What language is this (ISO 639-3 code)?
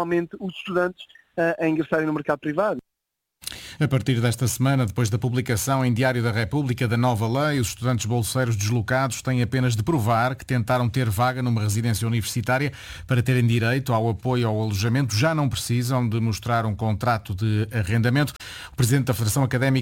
por